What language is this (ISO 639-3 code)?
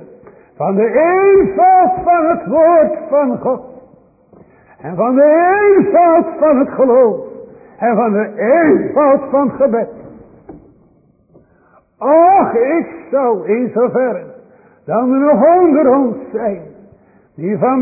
nld